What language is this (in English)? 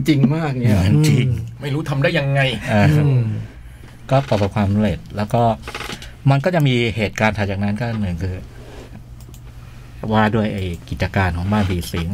Thai